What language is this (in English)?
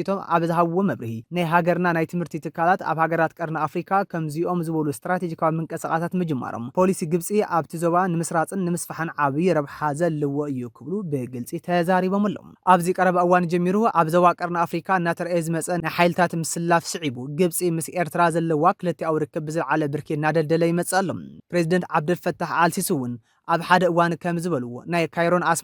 Tigrinya